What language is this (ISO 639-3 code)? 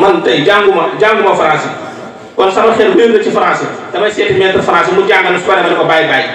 wol